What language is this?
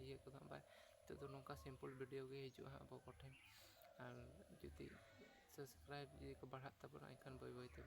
Santali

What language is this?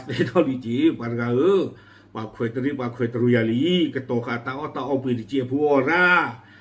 S'gaw Karen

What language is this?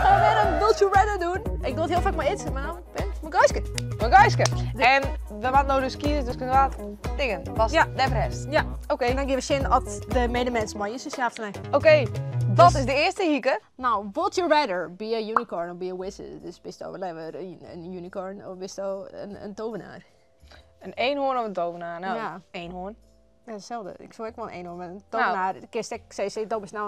Western Frisian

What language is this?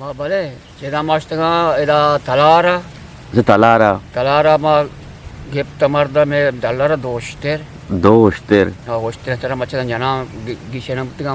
Eastern Balochi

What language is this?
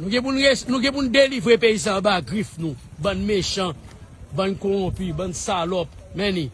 Haitian Creole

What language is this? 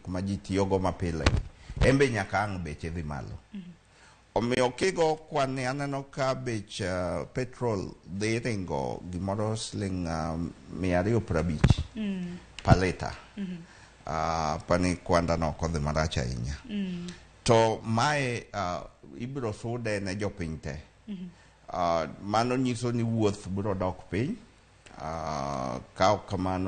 Luo (Kenya and Tanzania)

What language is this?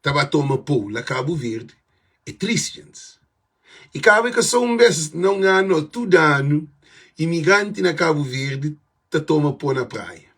Kabuverdianu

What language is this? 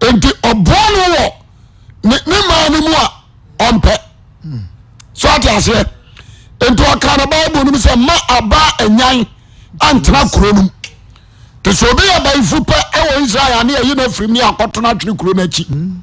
Akan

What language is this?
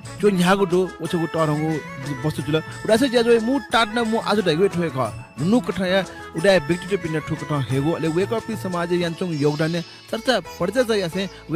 Newari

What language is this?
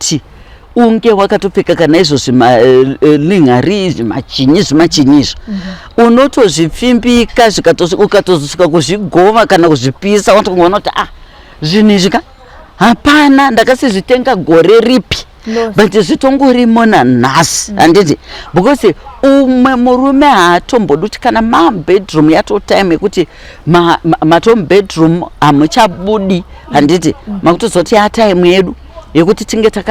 Shona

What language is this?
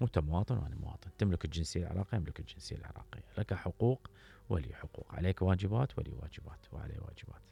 Mesopotamian Arabic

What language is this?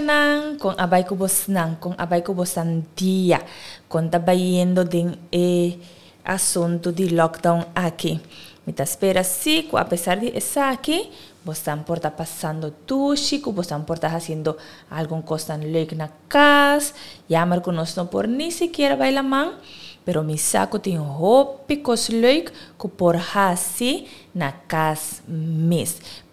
Papiamento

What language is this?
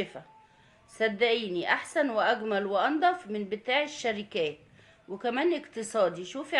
Egyptian Arabic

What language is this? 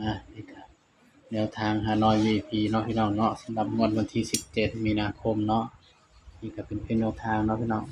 Northeastern Thai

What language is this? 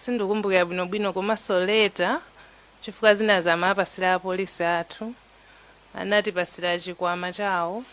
Nyanja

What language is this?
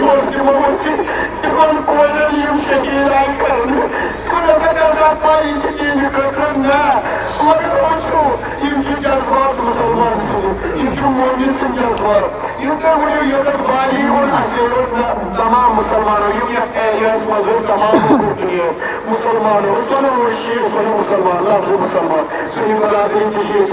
Kashmiri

